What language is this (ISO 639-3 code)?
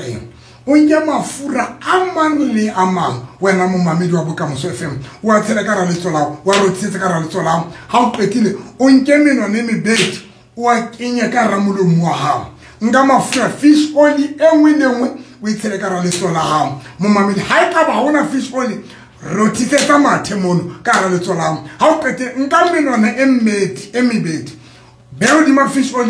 sot